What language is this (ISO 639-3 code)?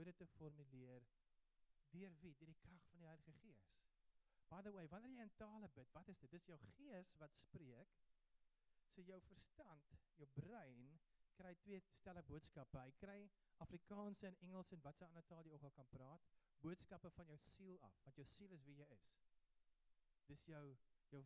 afr